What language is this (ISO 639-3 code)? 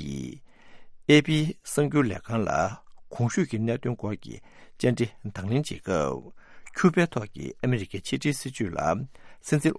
bod